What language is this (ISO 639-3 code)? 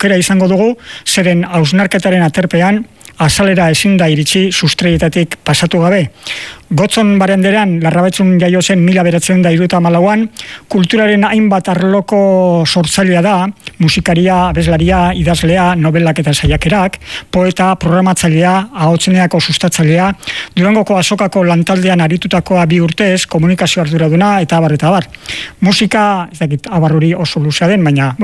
eus